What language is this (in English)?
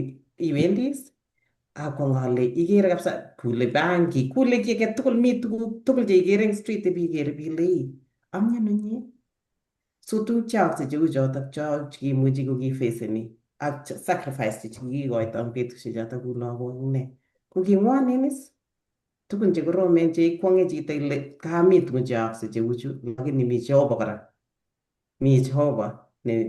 Kalenjin